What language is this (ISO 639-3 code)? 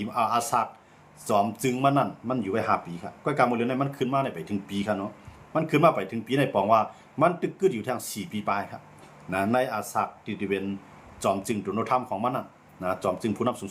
shn